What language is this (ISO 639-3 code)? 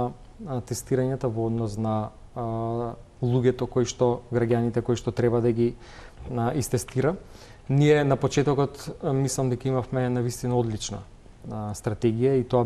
mkd